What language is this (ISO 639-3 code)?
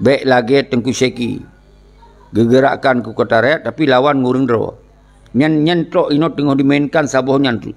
ace